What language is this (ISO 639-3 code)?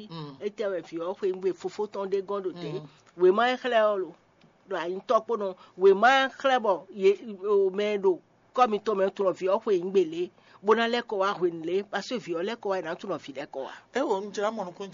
fon